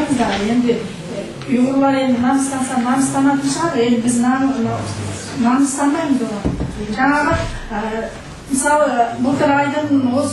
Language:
Kazakh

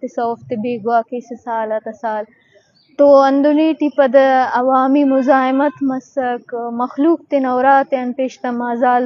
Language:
Eastern Balochi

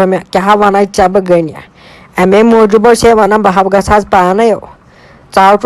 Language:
Kashmiri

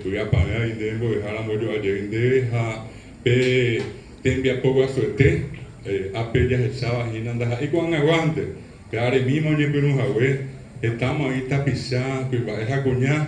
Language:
Guarani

